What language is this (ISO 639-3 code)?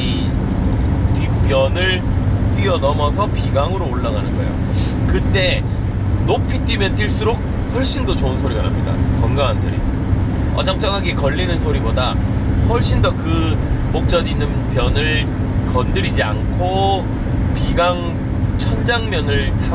kor